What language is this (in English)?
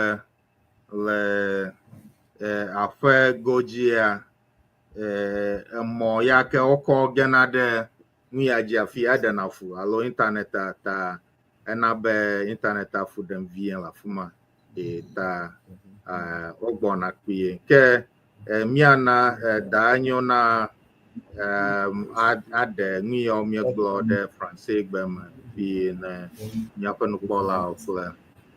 Ewe